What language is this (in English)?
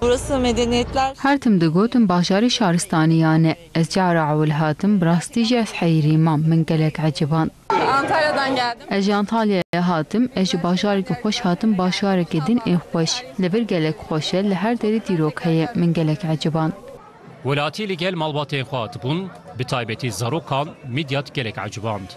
Kurdish